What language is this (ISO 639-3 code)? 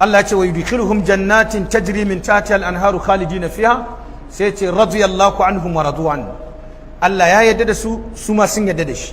hau